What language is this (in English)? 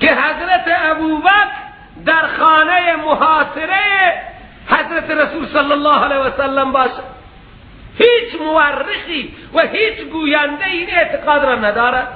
Persian